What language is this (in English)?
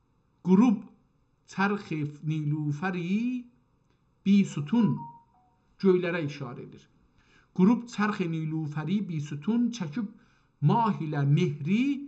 South Azerbaijani